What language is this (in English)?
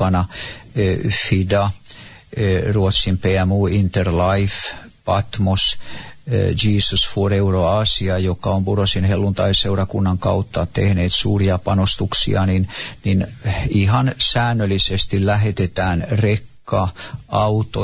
Finnish